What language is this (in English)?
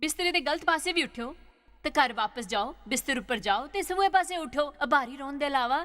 Dogri